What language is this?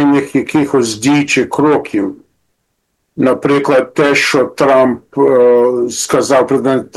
Ukrainian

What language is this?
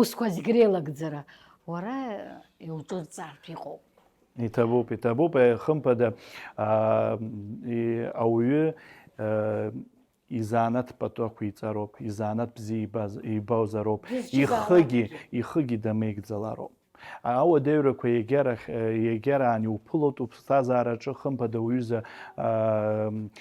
Abkhazian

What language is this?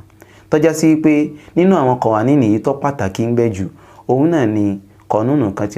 Yoruba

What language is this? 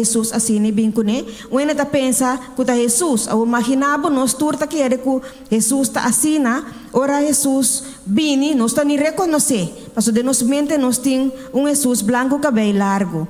Papiamento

